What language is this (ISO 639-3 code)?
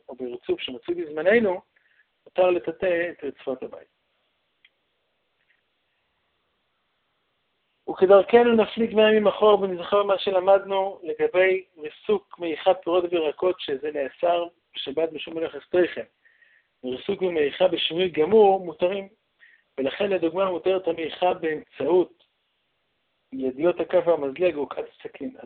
heb